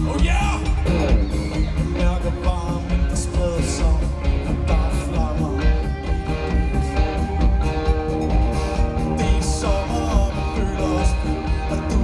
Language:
Danish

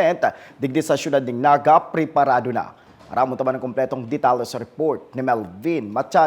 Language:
Bikol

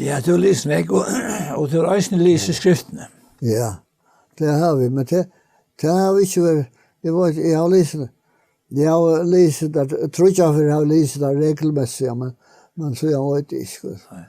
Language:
Faroese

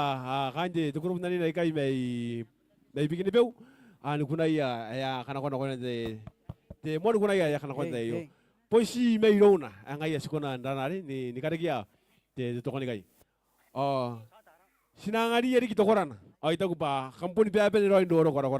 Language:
Gilbertese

